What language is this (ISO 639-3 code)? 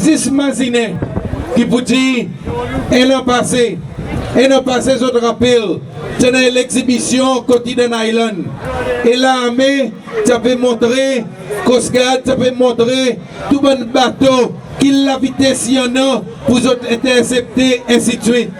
crs